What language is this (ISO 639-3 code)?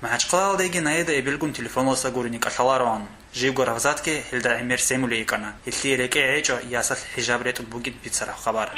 ava